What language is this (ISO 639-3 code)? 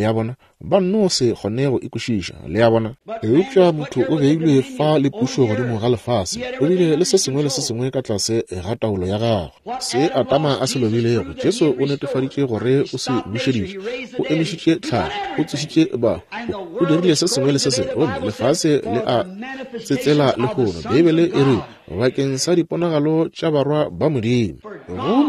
nso